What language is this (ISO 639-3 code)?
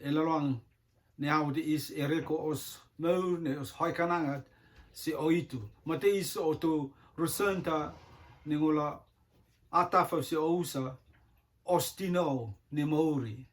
rtm